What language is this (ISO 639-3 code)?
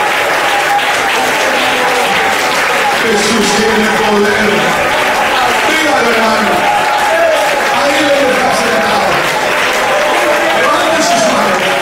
spa